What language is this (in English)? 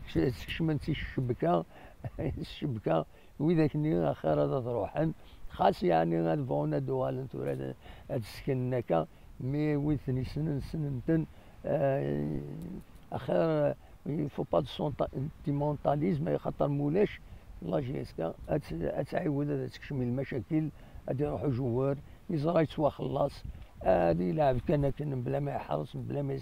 Kabyle